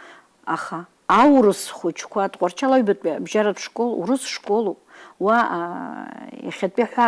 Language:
Abkhazian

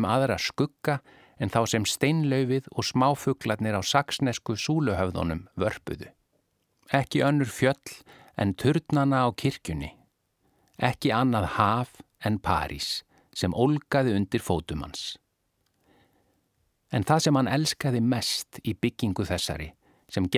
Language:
Icelandic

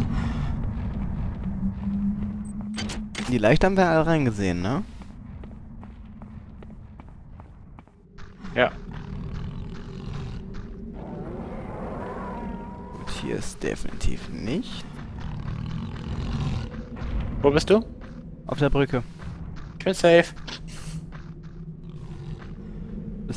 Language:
German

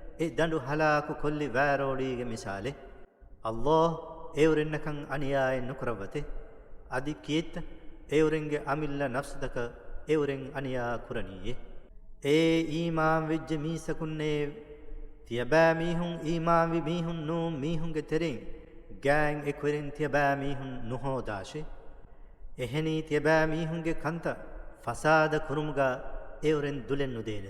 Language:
Divehi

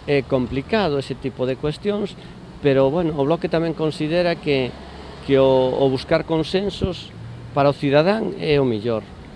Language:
Galician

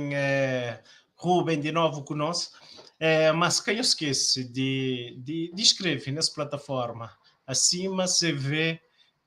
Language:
Kabuverdianu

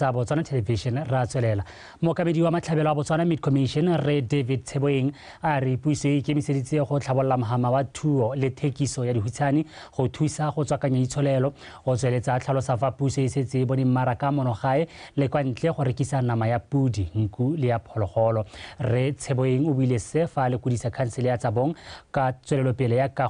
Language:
Tswana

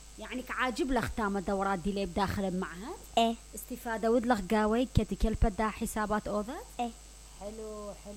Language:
Mesopotamian Arabic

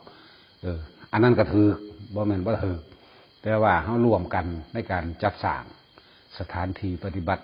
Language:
Lao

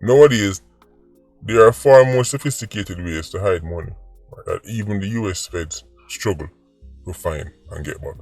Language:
Jamaican Creole English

